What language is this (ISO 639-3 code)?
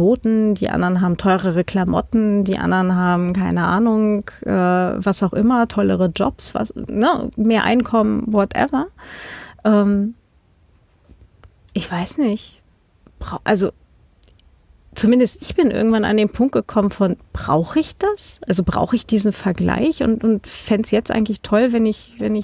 deu